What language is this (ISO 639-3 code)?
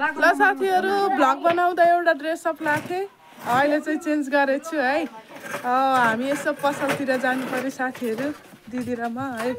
nep